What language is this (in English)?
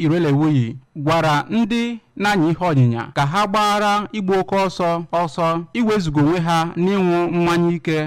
Igbo